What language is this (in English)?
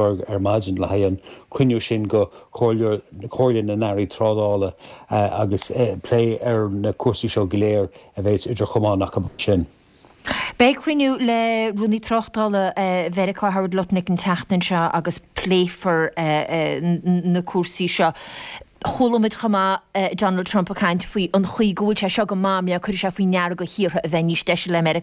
Irish